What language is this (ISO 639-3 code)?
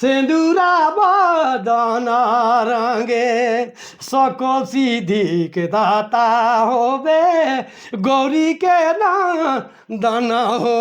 sck